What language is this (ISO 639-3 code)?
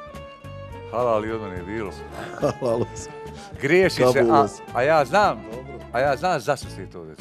bos